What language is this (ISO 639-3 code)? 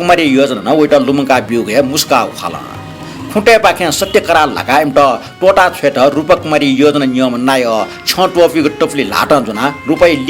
new